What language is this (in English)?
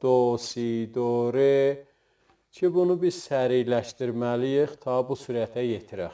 South Azerbaijani